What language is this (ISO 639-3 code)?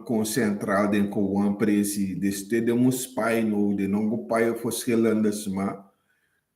srn